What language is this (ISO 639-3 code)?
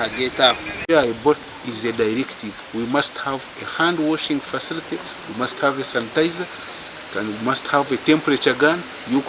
nyn